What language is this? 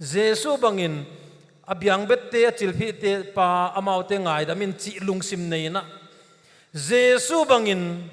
Paite Chin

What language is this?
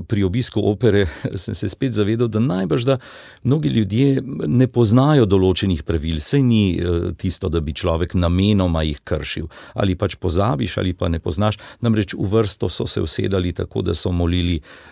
Slovenian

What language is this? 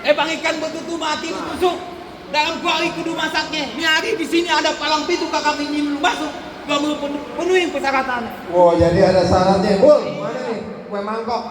Betawi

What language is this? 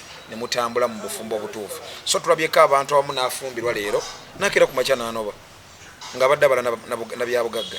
Ganda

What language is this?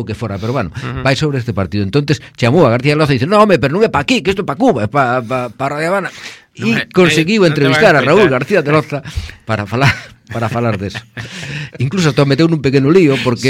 Galician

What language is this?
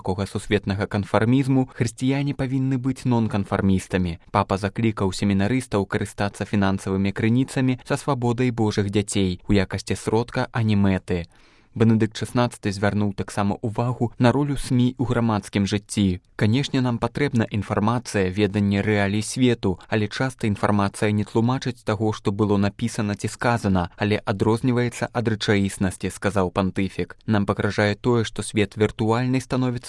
Belarusian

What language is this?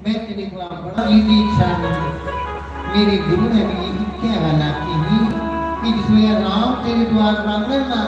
Dogri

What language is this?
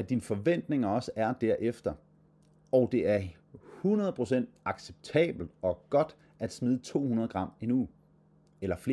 Danish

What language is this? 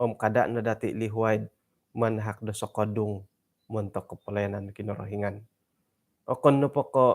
Central Dusun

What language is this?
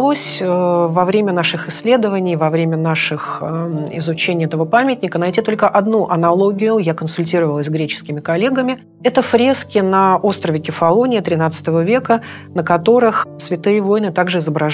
Russian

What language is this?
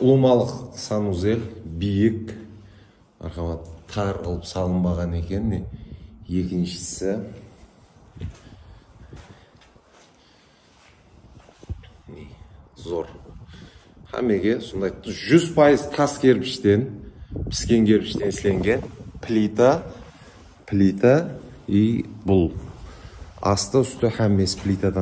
Kara-Kalpak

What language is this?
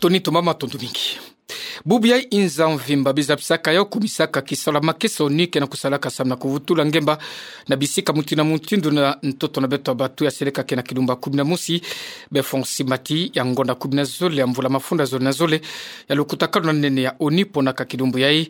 Kituba (Democratic Republic of Congo)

